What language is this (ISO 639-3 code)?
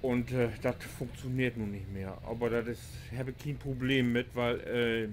nds